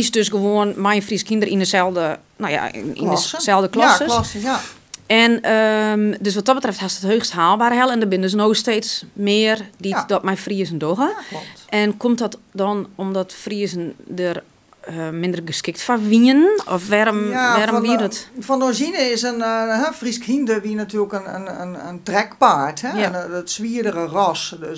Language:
Western Frisian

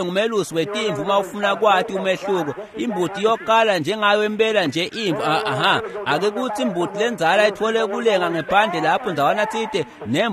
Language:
Swati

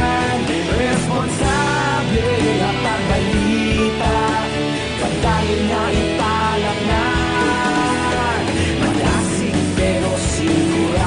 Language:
Hiligaynon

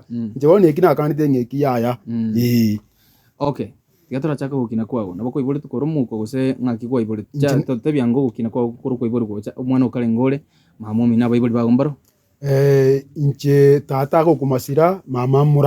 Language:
Gusii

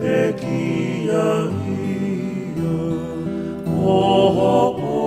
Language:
Tongan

